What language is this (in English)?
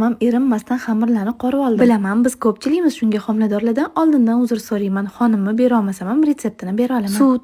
Uzbek